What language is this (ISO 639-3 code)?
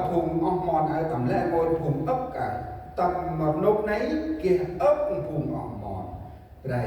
cmo